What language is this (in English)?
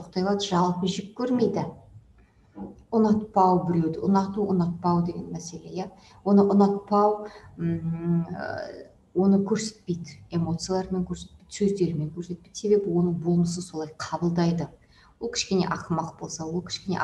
Kazakh